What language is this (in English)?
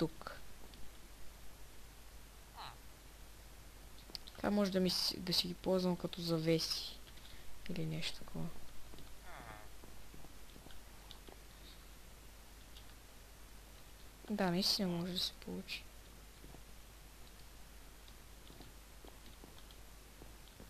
Bulgarian